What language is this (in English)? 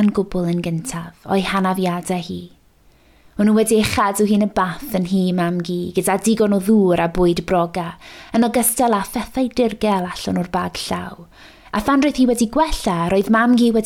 Welsh